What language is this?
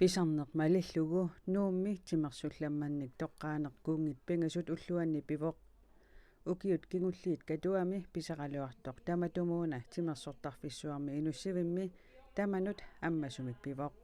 Kalaallisut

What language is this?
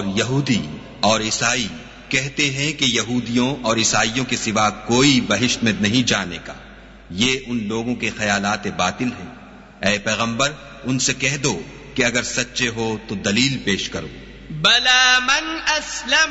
Urdu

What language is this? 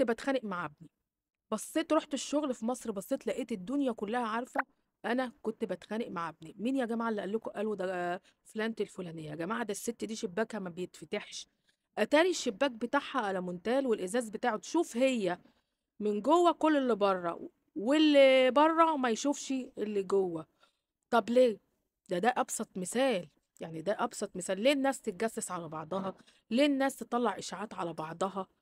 Egyptian Arabic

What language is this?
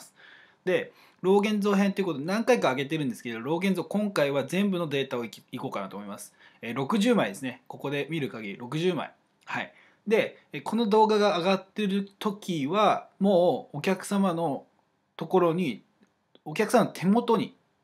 Japanese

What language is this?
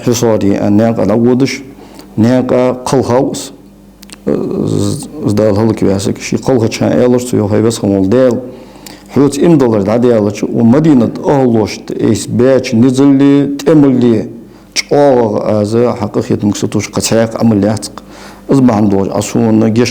Ingush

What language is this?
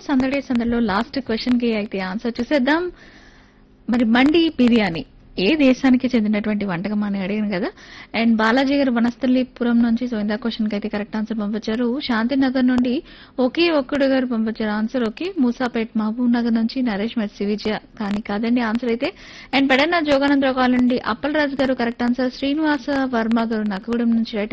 Telugu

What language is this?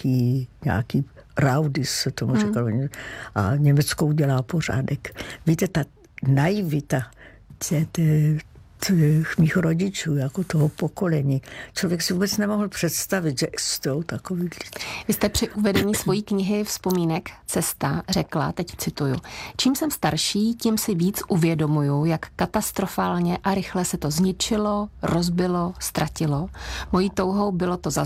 Czech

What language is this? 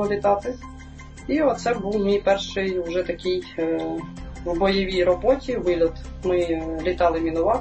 Ukrainian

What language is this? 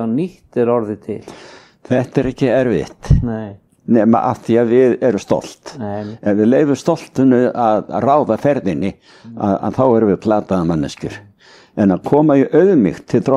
Icelandic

